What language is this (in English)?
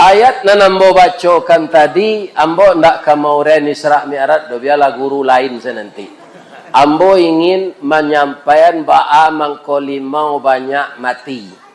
Minangkabau